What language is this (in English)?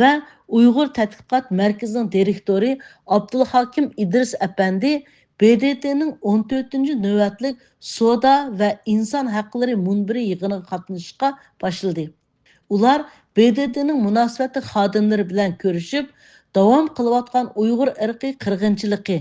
Uyghur